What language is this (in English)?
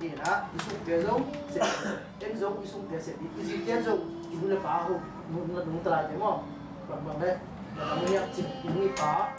Tedim Chin